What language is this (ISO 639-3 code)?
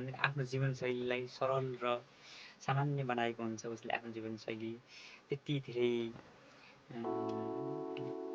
nep